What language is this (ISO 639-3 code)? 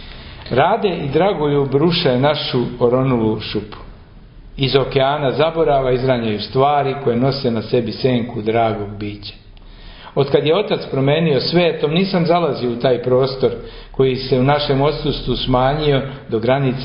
srp